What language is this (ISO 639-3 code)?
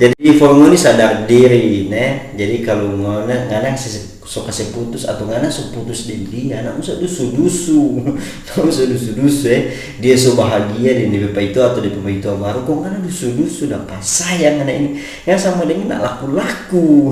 xmm